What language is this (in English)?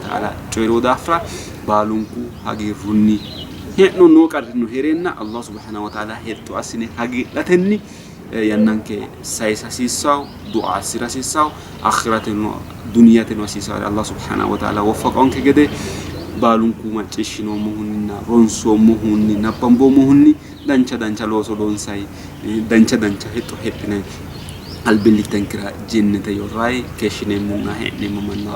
Sidamo